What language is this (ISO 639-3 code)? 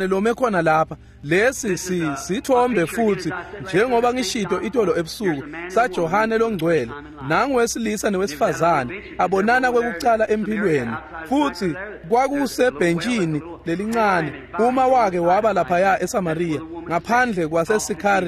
ssw